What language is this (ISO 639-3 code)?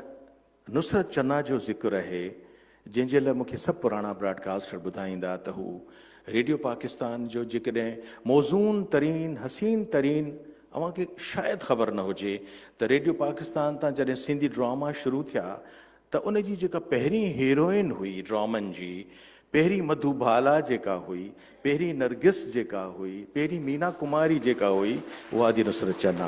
snd